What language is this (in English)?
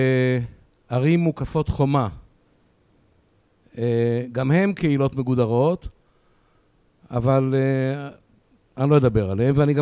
Hebrew